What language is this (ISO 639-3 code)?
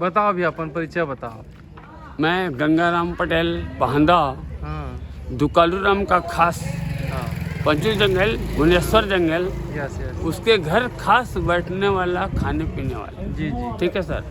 hne